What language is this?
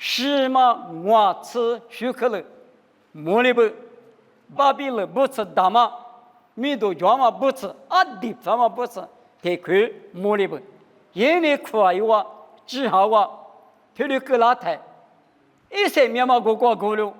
Lisu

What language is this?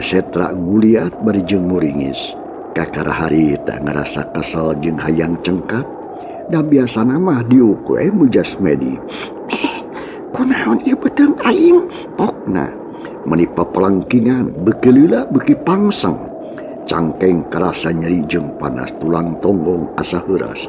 Sundanese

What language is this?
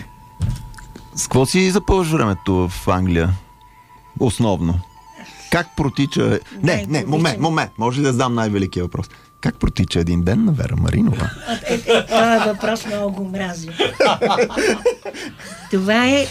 Bulgarian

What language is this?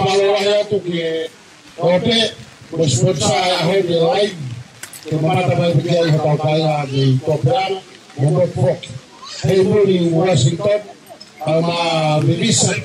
Tongan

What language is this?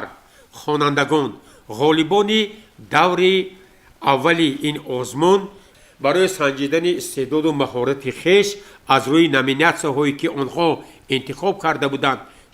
Tajik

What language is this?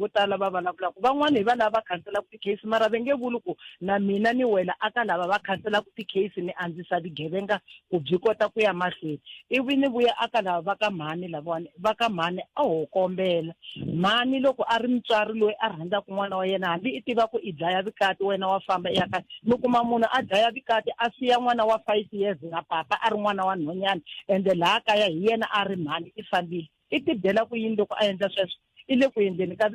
Tsonga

